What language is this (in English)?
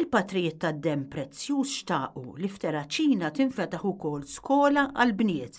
Maltese